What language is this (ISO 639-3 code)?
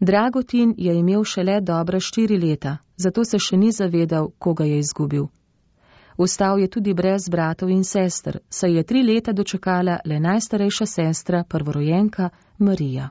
slv